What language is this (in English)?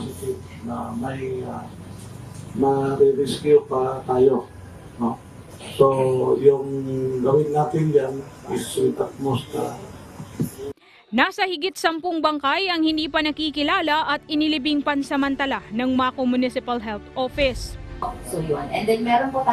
Filipino